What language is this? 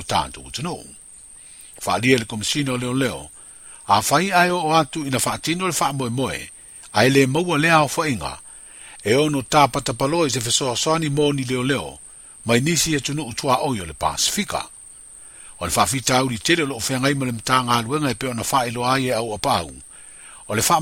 Samoan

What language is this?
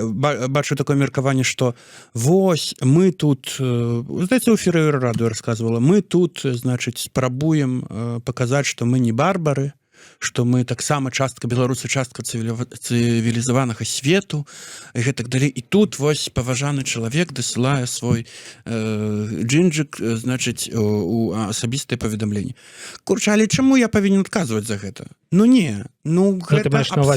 Belarusian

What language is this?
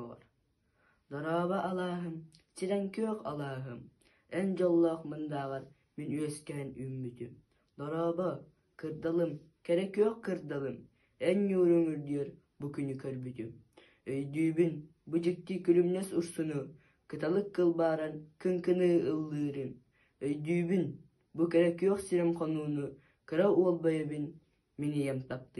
Yakut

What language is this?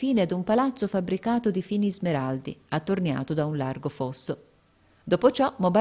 Italian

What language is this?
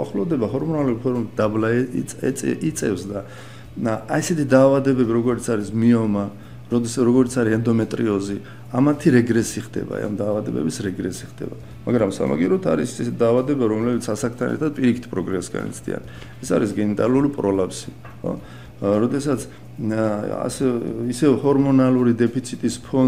Georgian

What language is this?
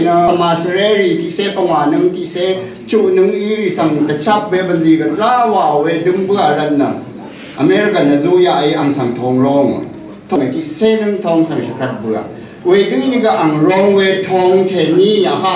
Rawang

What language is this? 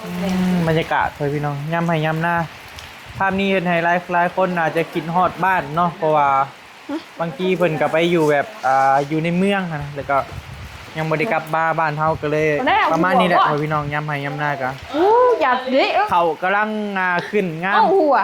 Northeastern Thai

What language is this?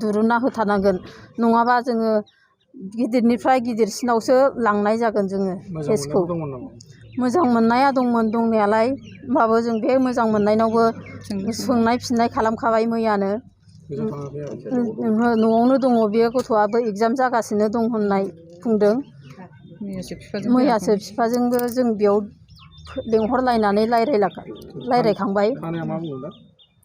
Bodo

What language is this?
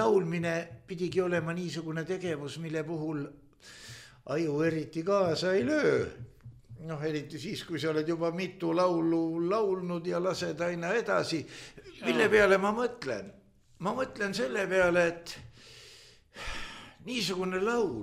Estonian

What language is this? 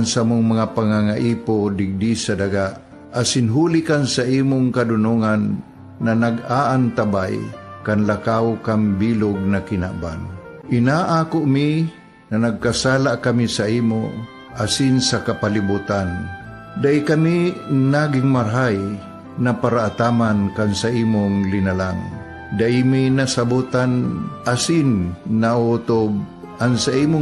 Bikol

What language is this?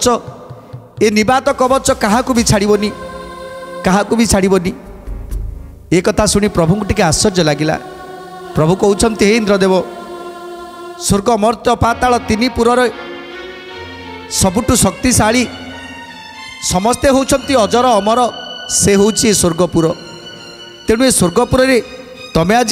Odia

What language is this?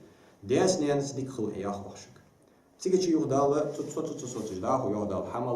Ingush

